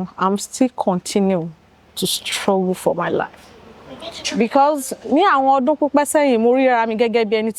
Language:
Yoruba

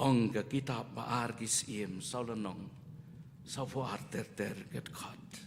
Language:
Khasi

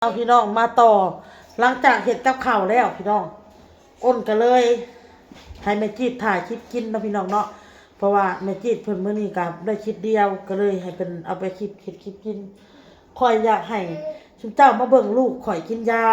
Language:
Northeastern Thai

